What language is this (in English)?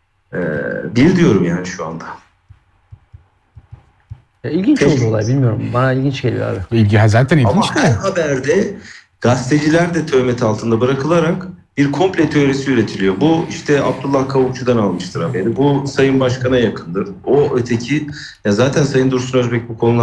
Turkish